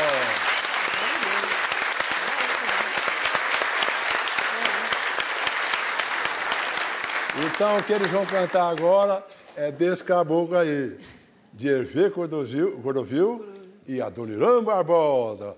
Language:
Portuguese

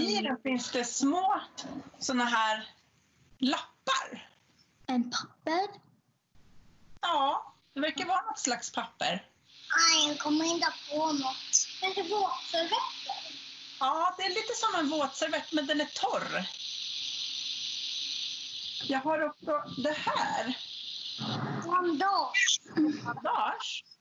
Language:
Swedish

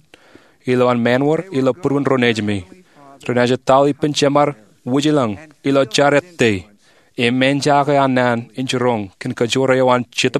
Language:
Marshallese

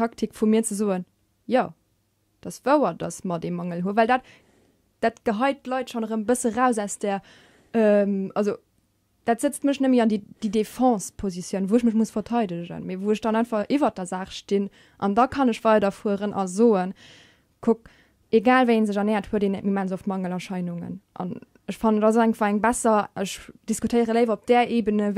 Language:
Luxembourgish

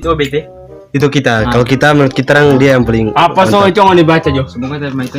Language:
Manado Malay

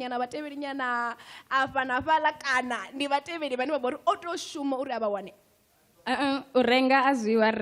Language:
Venda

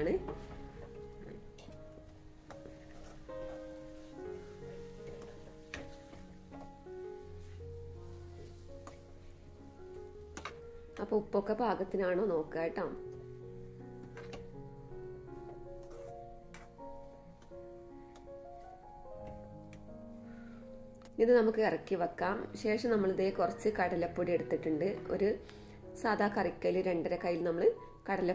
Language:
Malayalam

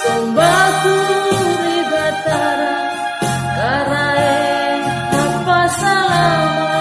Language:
Makasar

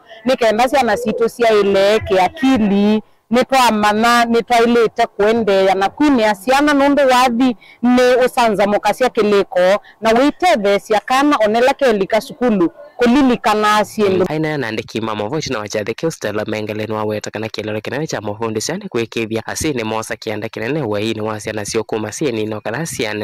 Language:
Kamba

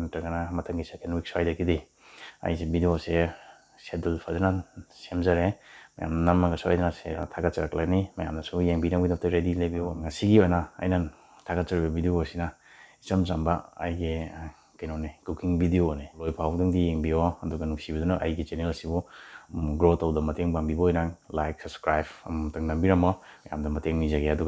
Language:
Manipuri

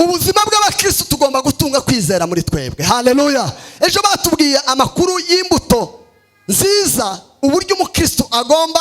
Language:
Kinyarwanda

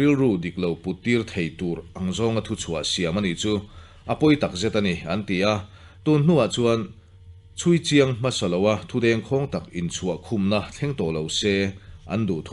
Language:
Mizo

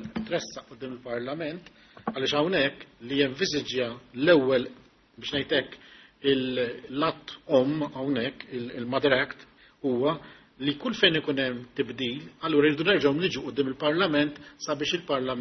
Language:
Maltese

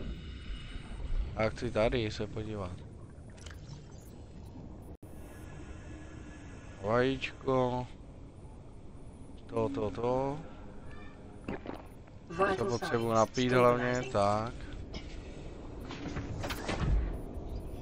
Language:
Czech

